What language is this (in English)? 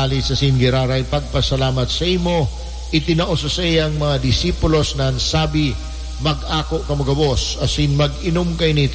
Bikol